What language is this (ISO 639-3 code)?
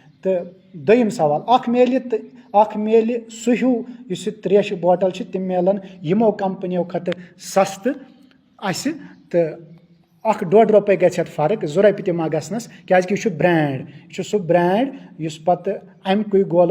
kas